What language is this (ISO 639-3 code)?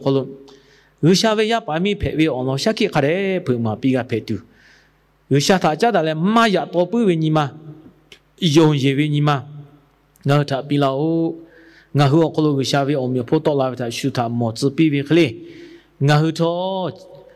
lhu